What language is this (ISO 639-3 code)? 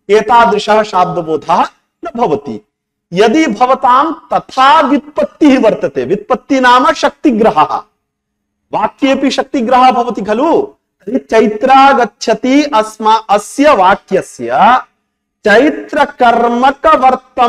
san